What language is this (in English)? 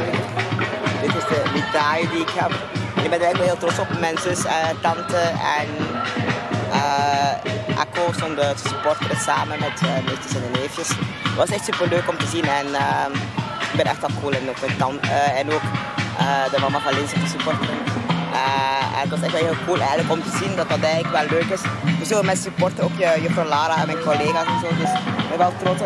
Dutch